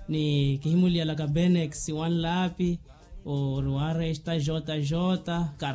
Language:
Makhuwa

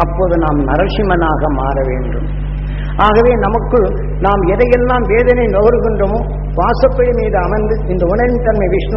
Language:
Tamil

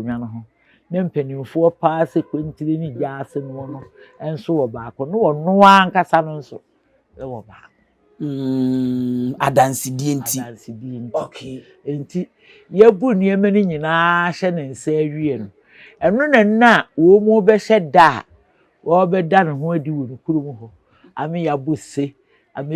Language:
Akan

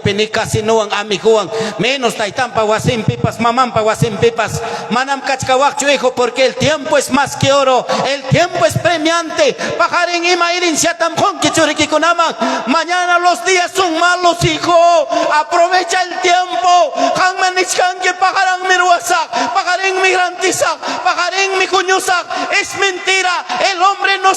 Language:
Ayacucho Quechua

